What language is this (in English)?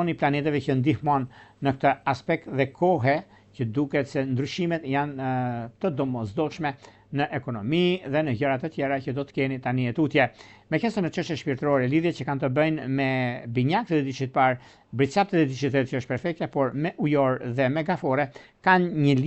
Albanian